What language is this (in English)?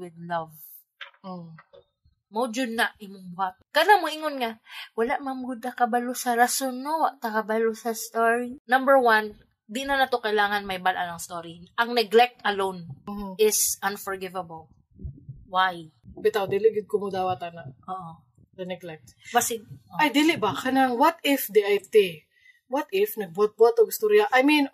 Cebuano